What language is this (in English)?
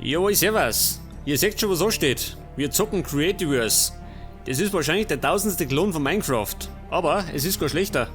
Bavarian